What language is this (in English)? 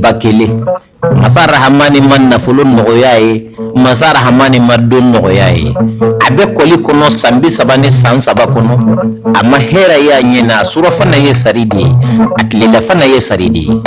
Bambara